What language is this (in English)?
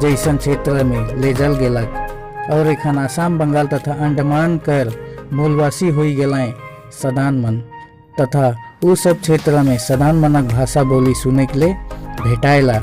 Sadri